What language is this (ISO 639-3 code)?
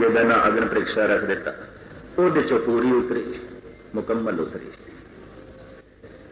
pan